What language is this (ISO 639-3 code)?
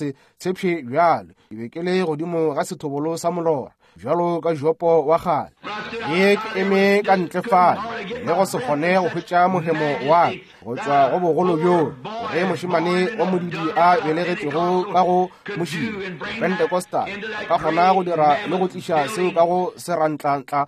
nso